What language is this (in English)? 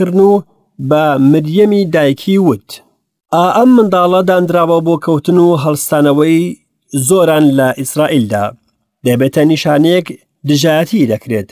Central Kurdish